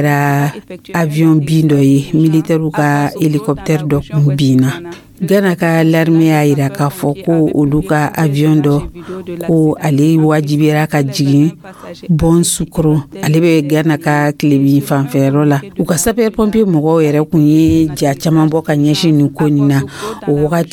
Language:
Dyula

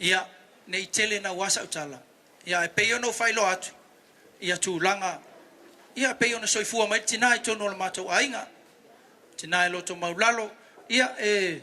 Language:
Samoan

